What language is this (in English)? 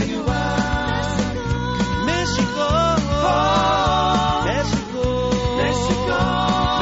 Basque